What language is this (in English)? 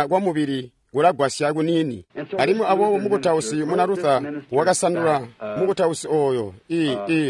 Tonga (Zambia)